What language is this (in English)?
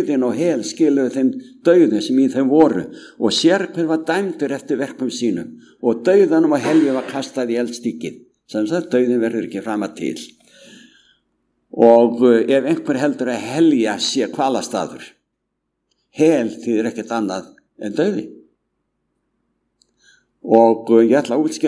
Icelandic